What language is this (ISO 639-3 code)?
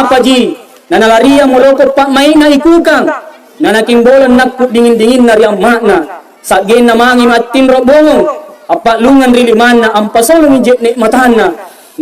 mak